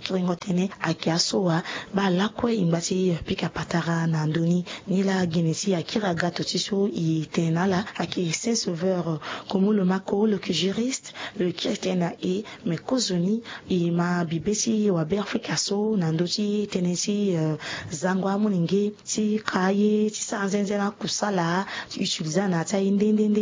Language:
Sango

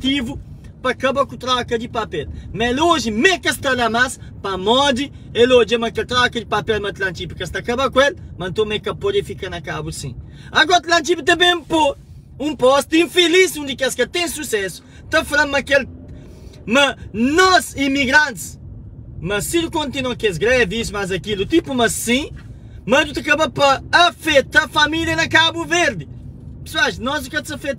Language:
Kabuverdianu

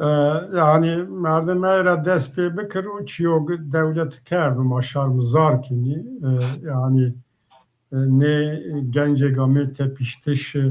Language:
Zaza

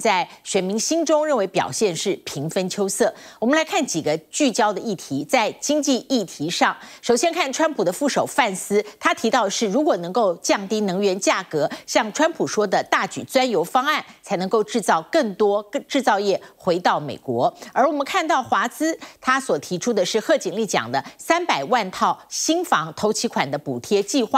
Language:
Chinese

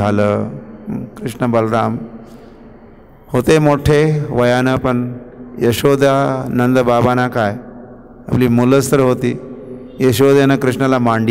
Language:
Marathi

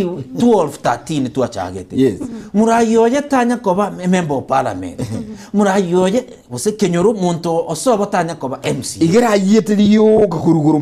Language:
Gusii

